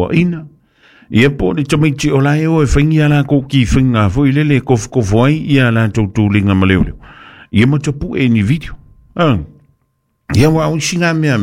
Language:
Samoan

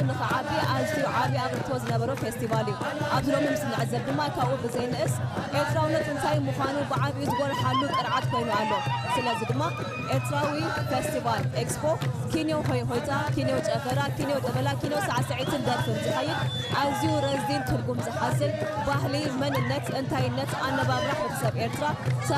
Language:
Tigrinya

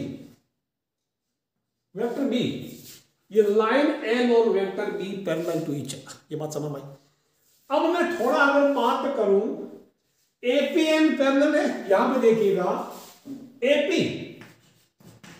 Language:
Hindi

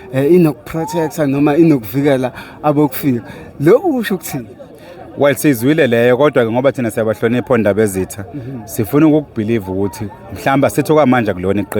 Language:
Zulu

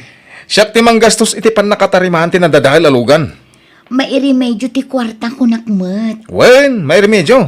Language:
Iloko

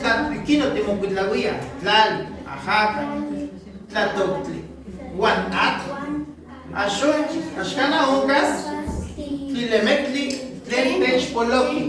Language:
Nahuatl languages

